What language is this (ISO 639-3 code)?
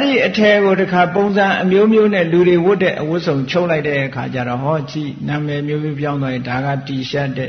mya